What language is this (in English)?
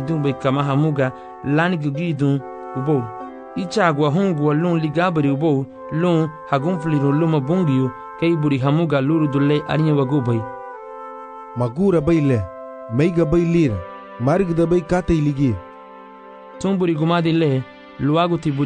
Garifuna